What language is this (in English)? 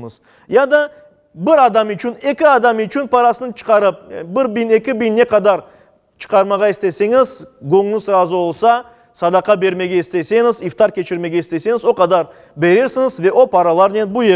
Crimean Tatar